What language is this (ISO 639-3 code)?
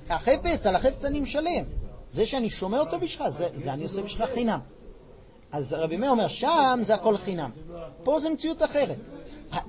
heb